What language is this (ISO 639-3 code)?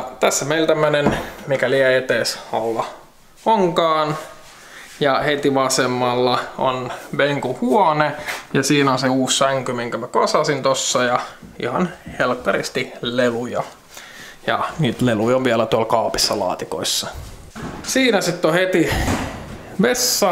fin